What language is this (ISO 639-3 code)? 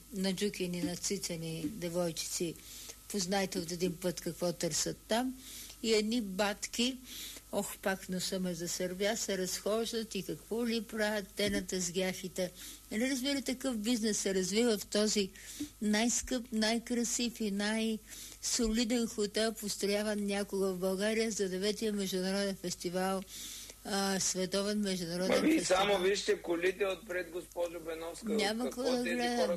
bul